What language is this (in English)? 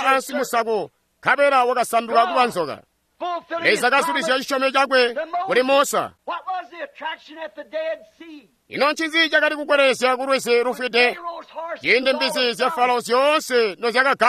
Tonga (Zambia)